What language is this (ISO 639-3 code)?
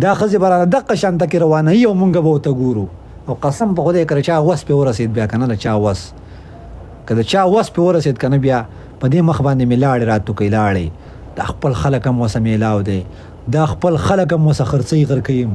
pus